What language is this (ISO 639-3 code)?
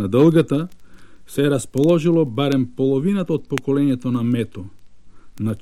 bul